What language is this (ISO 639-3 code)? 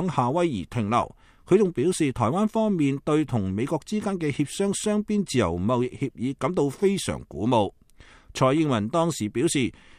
yue